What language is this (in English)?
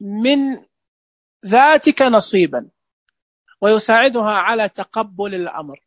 Najdi Arabic